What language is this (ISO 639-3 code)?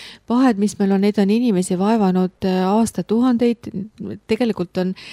est